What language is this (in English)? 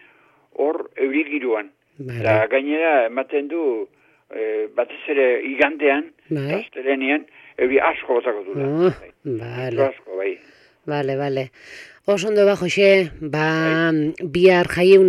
Basque